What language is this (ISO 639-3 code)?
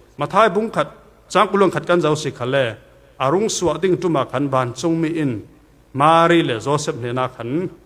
cfm